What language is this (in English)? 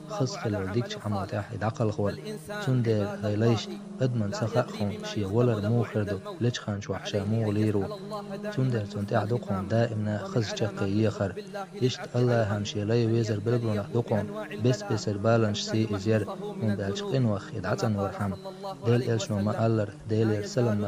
Chechen